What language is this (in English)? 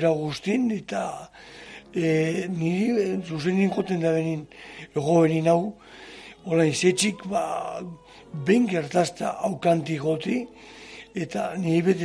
Basque